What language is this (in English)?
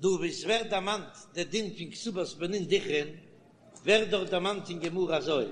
Yiddish